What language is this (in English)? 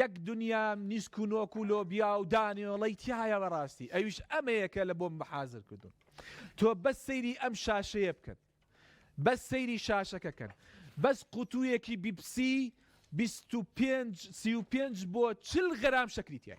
Central Kurdish